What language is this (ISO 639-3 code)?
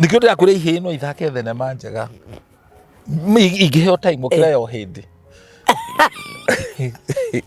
kik